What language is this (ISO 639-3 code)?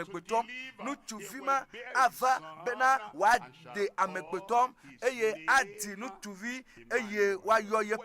ewe